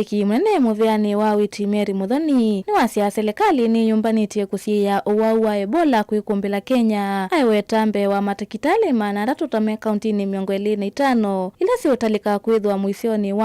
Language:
Kamba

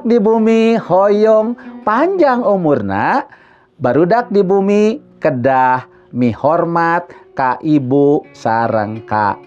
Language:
Sundanese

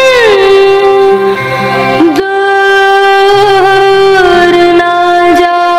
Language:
Hindi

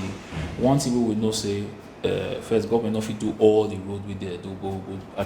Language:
Nigerian Pidgin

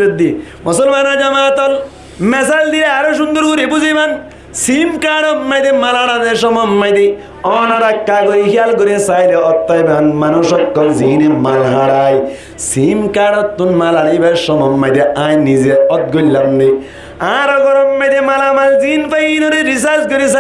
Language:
Rohingya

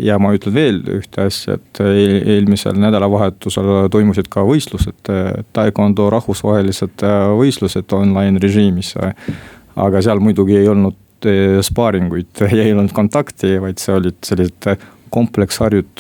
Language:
Estonian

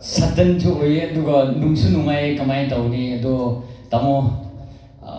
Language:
Manipuri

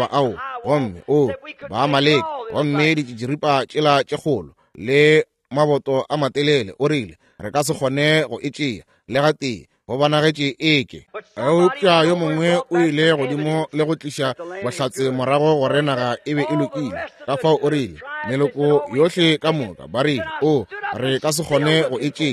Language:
Northern Sotho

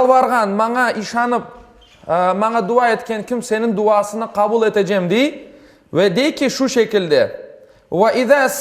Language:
Crimean Tatar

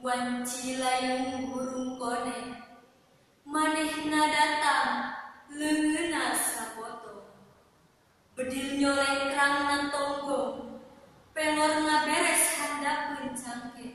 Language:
Sundanese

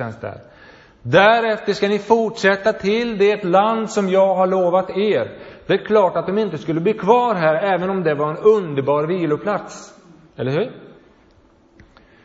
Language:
Swedish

